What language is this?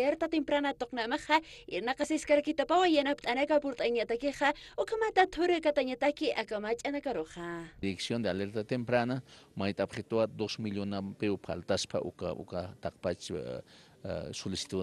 Aymara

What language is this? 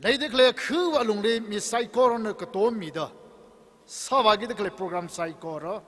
Tangkhul Naga (India)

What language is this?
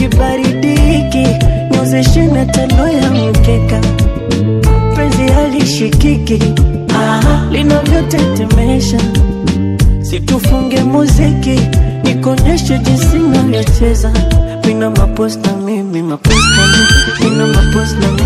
Swahili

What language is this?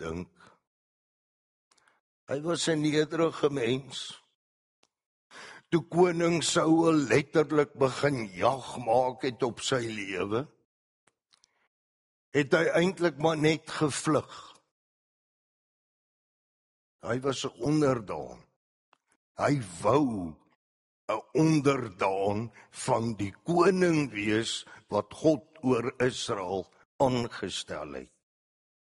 Afrikaans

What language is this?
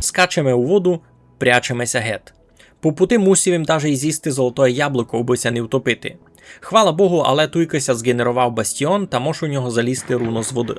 Rusyn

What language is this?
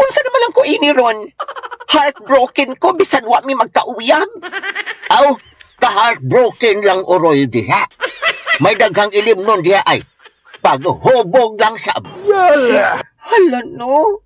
Cebuano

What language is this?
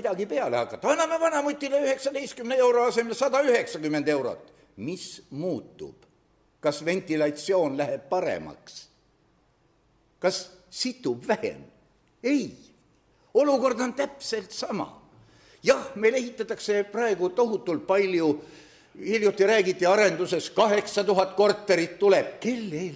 Estonian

